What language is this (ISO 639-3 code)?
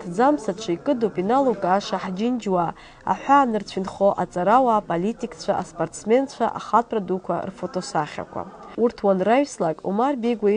abk